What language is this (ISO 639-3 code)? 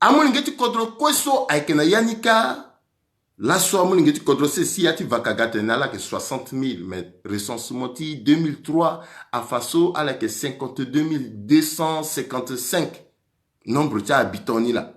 sag